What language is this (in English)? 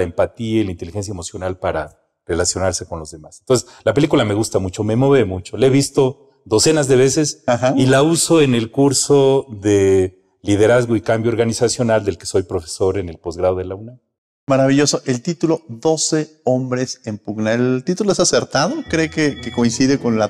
Spanish